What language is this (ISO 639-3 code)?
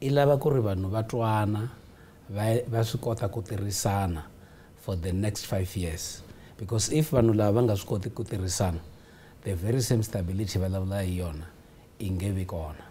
tso